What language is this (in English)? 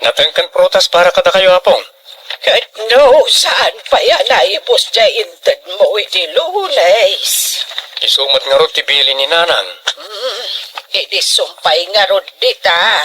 Iloko